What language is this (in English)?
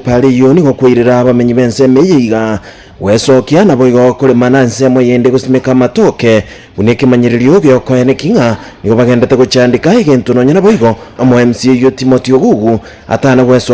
Gusii